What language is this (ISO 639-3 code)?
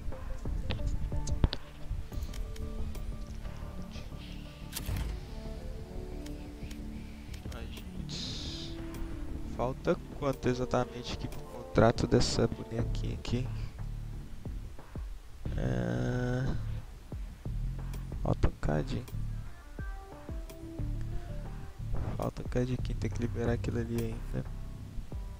por